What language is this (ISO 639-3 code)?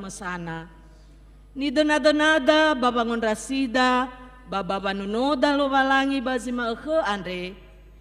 nia